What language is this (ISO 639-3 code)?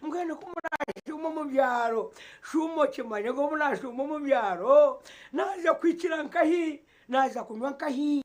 nyn